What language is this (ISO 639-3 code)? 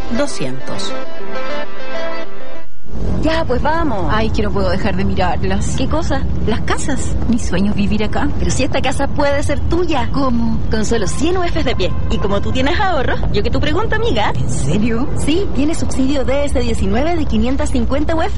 spa